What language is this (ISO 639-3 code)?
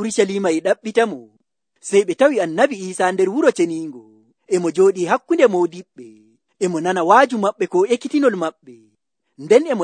fuv